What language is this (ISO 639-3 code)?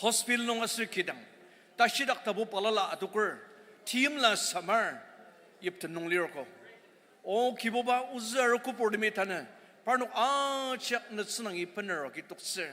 njo